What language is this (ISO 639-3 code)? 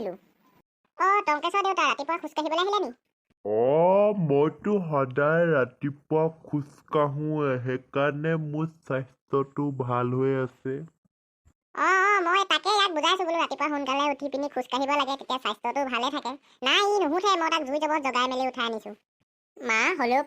asm